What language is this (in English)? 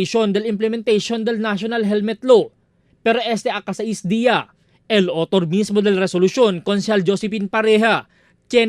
Chavacano